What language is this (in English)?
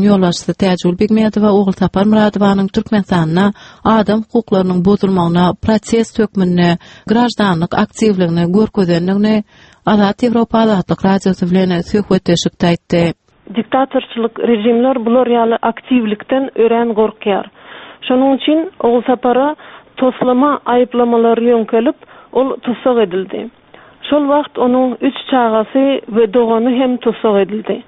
Turkmen